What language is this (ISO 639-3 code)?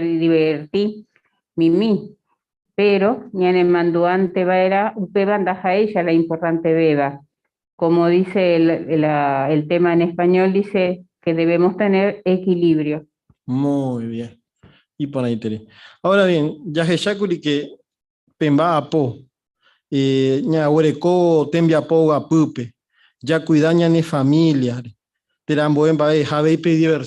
grn